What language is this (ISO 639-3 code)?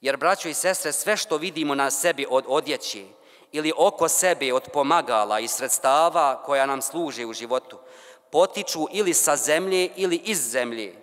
bos